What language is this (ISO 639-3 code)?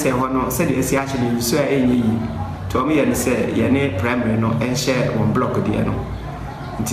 aka